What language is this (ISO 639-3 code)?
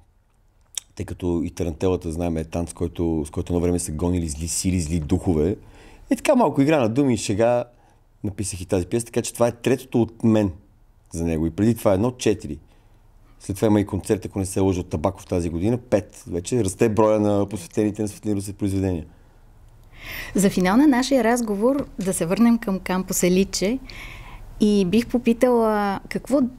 bul